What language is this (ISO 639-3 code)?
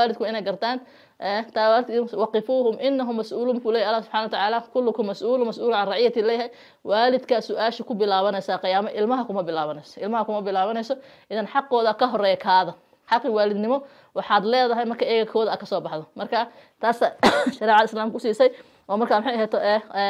som